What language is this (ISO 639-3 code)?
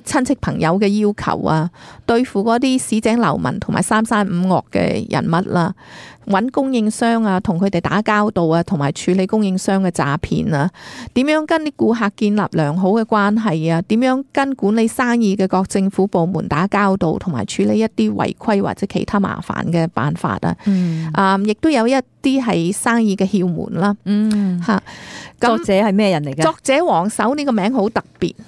yue